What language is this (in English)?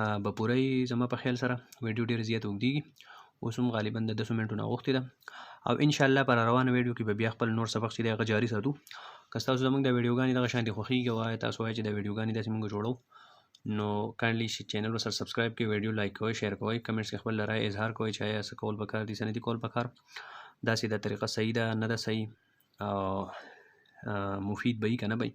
Pashto